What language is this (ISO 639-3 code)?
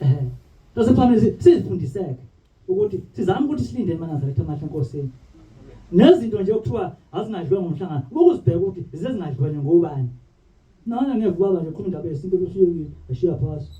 zul